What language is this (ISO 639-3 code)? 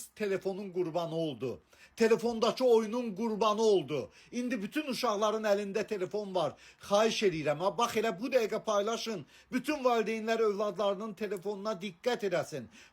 aze